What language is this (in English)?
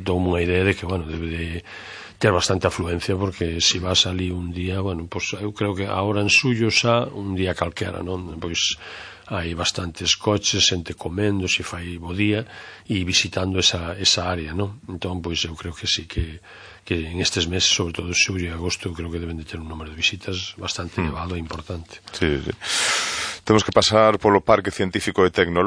Galician